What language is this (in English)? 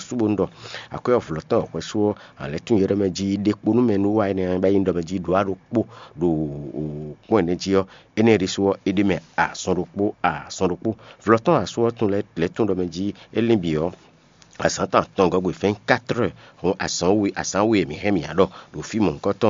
Fon